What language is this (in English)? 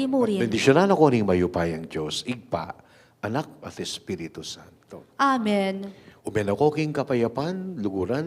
Pampanga